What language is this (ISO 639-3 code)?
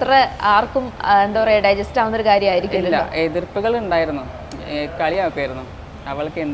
mal